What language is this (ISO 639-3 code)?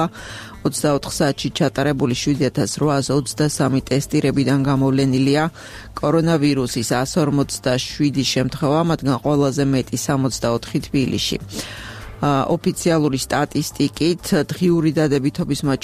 kat